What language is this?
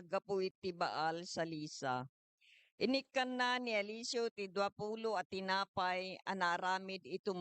Iloko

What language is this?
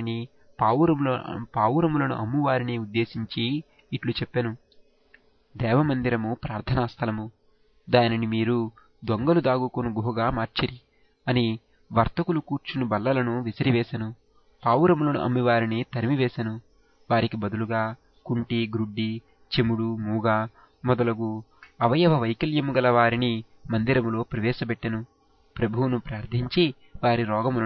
Telugu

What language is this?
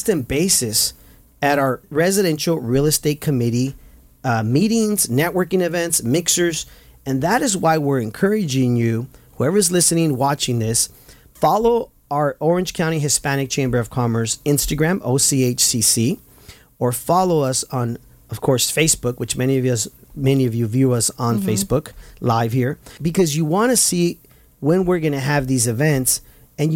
English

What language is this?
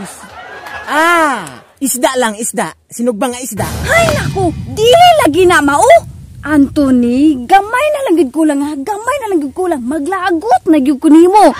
Cebuano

